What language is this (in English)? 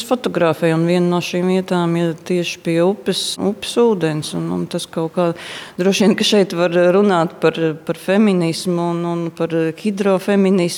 Latvian